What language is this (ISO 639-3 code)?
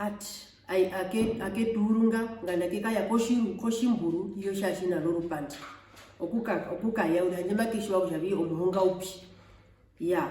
her